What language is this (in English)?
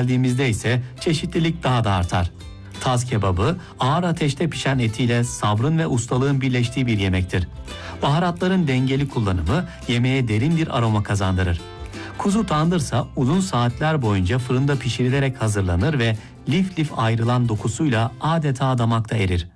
Turkish